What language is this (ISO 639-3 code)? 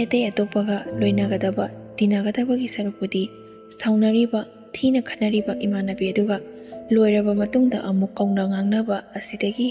mni